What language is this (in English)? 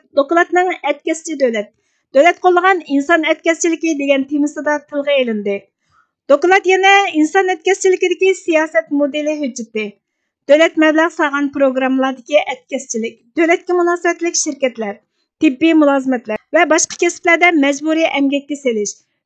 Uyghur